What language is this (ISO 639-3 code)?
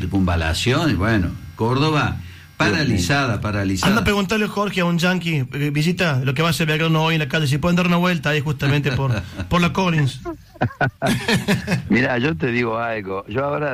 spa